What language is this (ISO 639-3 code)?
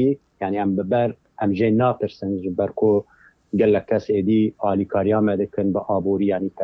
kur